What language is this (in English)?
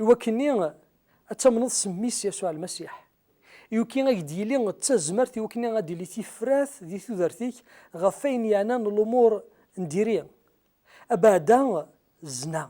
Kabyle